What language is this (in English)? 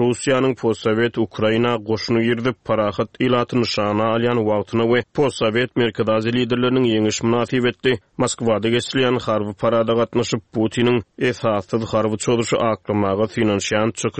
Turkmen